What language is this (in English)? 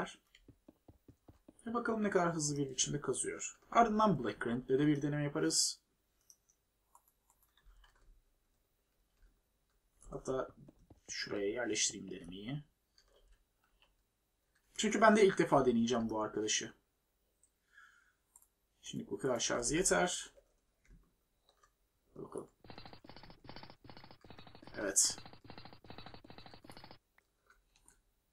Turkish